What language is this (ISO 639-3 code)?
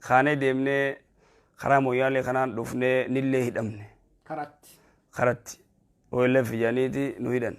orm